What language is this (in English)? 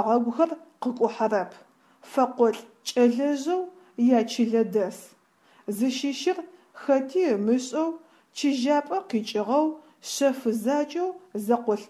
Adyghe